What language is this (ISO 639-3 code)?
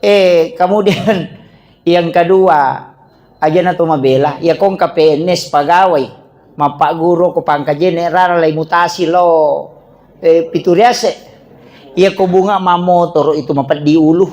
bug